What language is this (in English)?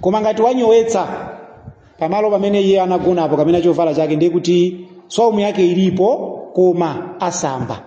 Nyanja